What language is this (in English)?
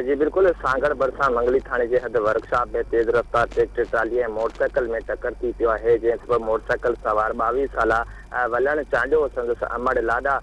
Sindhi